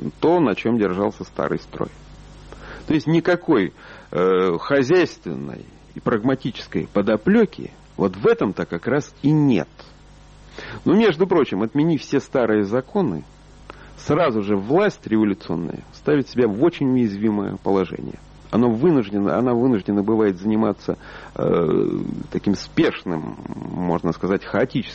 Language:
Russian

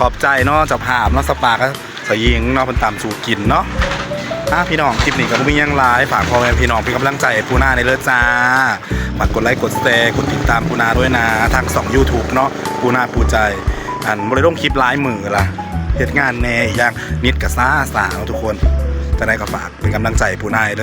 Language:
Northeastern Thai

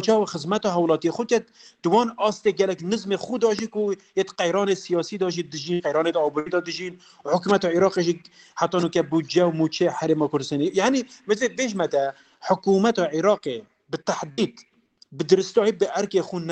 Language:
Kurdish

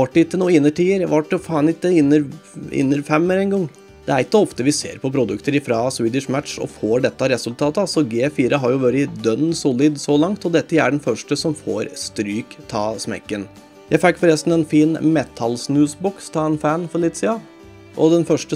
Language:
Norwegian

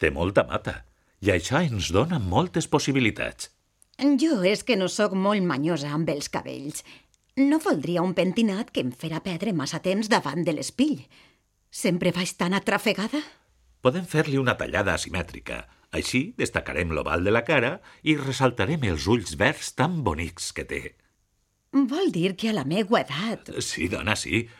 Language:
Catalan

